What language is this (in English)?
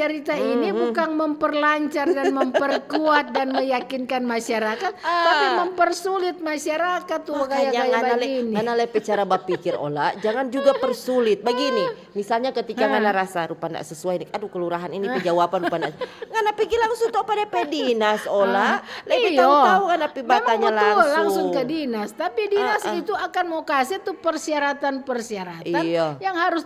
Manado Malay